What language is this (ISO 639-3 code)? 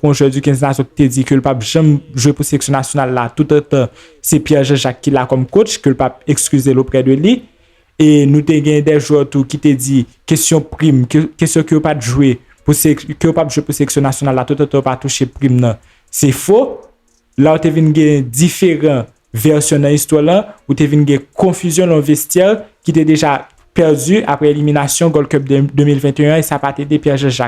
hat